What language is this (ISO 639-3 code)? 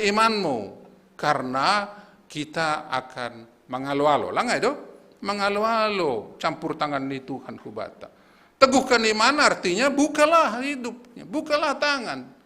bts